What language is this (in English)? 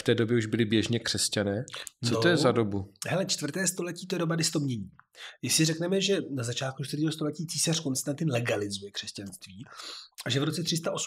Czech